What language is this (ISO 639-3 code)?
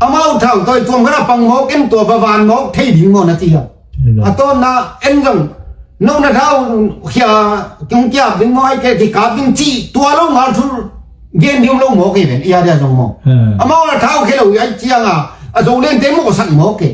ctd